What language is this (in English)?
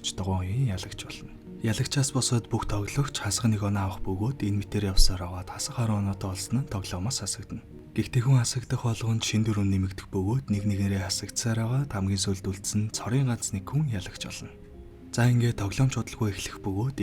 Mongolian